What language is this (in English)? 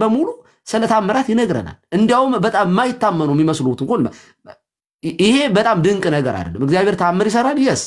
Amharic